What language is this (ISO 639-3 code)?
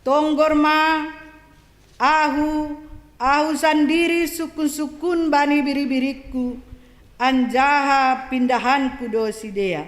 bts